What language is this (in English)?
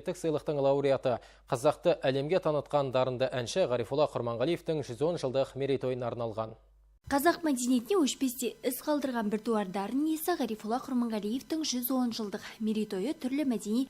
Kazakh